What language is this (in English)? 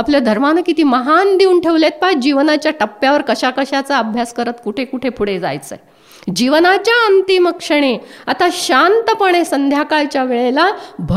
Marathi